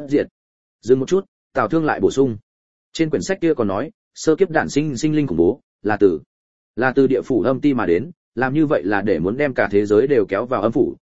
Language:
Vietnamese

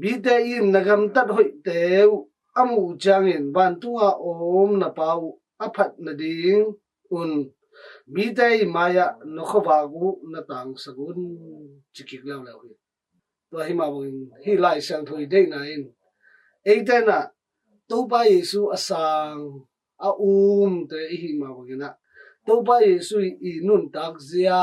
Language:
Tedim Chin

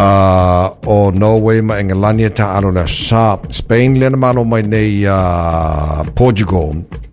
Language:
Samoan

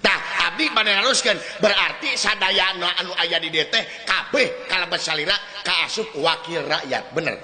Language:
Sundanese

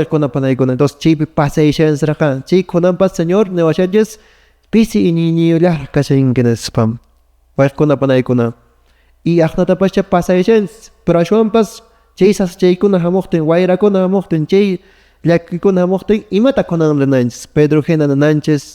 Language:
Quechua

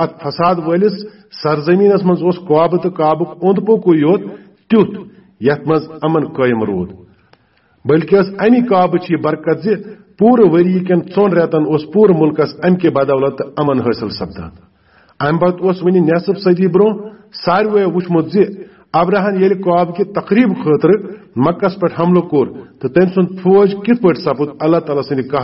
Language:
Kashmiri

